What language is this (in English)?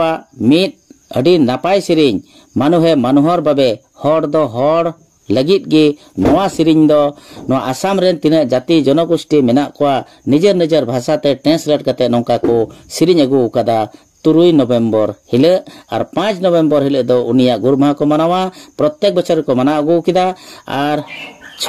Santali